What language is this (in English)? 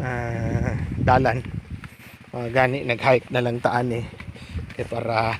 Cebuano